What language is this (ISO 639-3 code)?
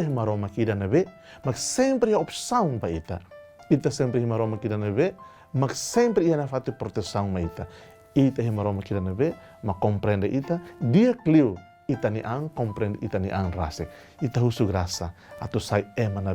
tet